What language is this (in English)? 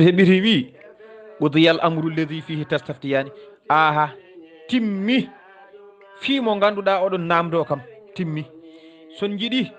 Fula